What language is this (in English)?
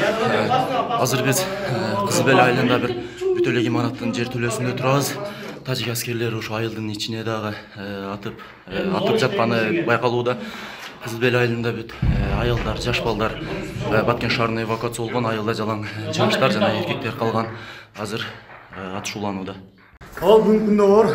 Kyrgyz